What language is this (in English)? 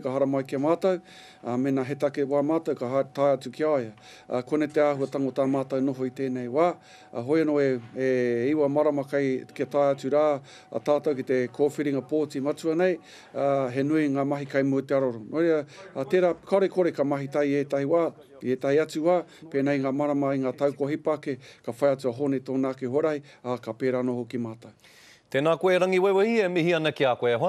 Māori